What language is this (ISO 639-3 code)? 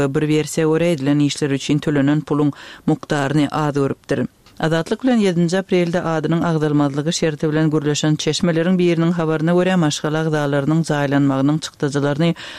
tuk